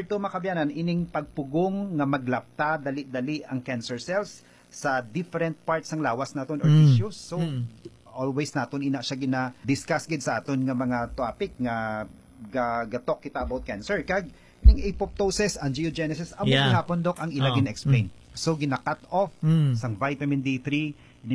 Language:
Hiligaynon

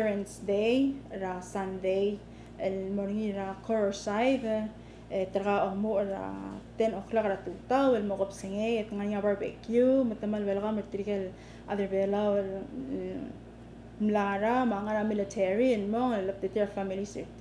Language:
Palauan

